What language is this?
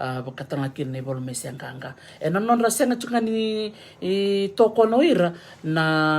Fijian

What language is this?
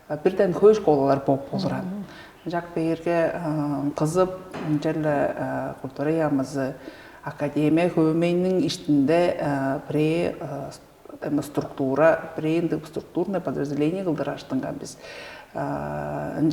Tuvinian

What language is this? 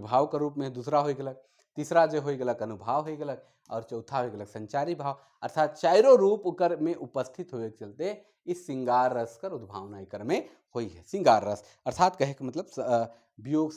Sadri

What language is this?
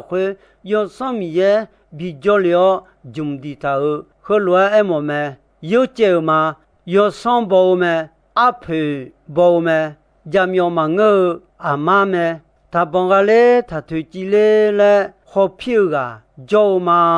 Akha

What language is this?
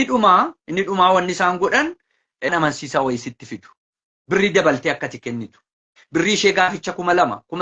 Oromo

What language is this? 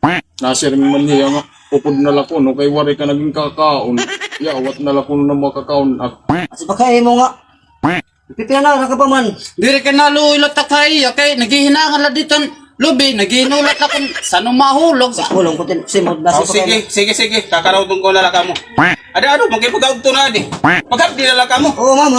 Waray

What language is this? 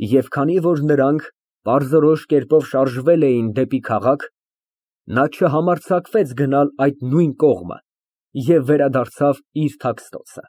Armenian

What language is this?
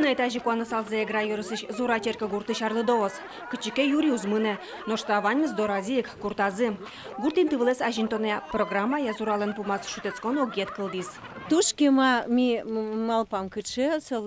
Udmurt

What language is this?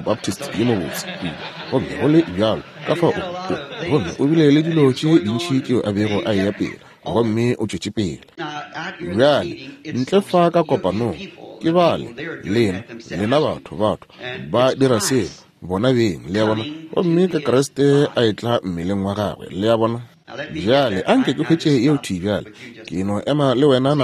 Northern Sotho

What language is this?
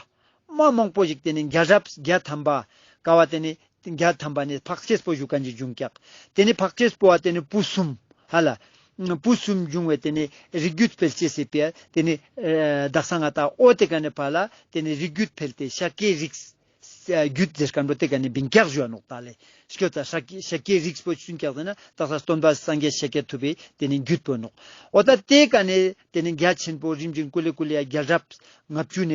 Ladakhi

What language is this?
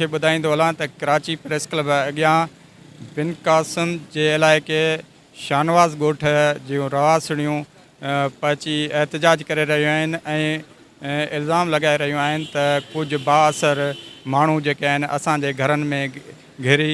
Sindhi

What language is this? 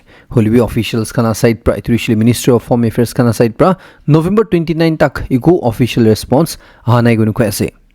Naga Pidgin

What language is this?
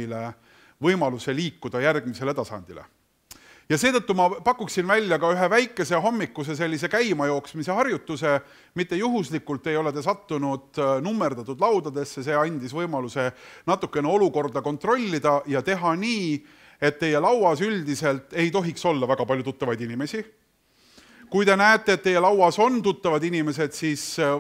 Estonian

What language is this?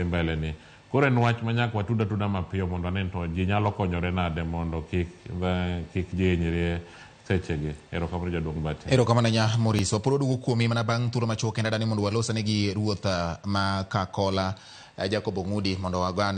Luo (Kenya and Tanzania)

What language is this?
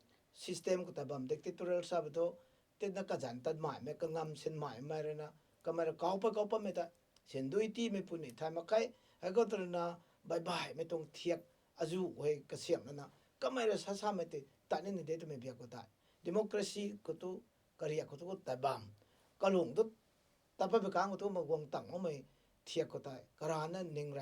Rongmei Naga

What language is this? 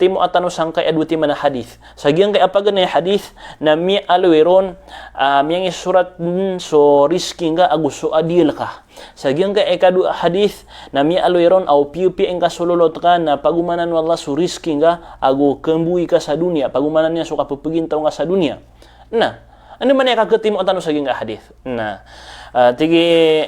Maranao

